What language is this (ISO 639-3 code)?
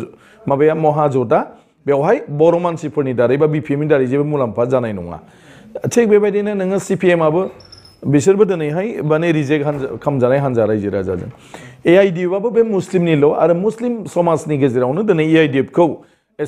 brx